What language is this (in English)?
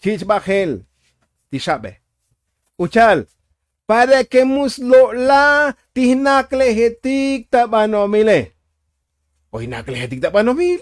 Tzotzil